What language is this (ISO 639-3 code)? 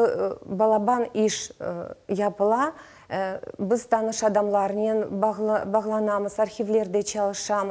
crh